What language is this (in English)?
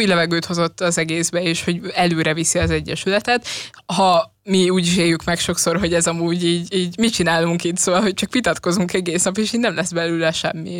Hungarian